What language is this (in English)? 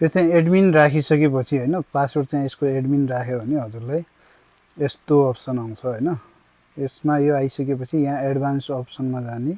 Nepali